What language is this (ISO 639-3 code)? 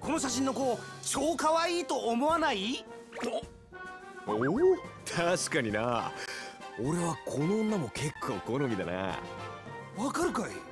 jpn